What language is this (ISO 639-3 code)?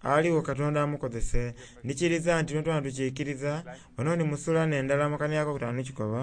xog